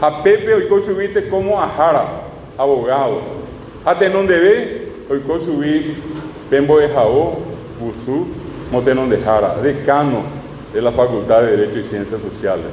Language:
Guarani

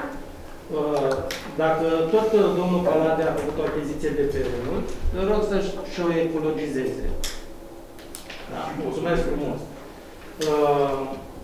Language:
Romanian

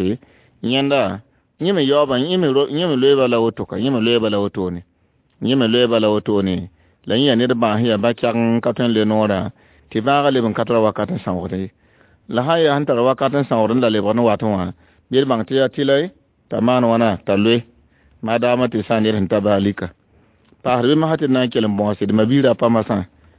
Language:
Mossi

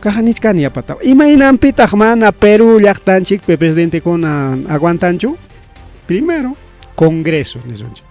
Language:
Ayacucho Quechua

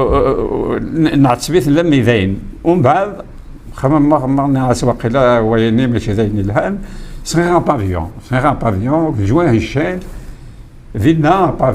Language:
Kabyle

